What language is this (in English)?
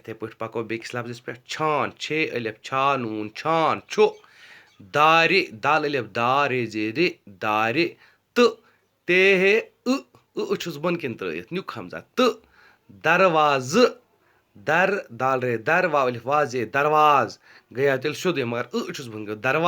Kashmiri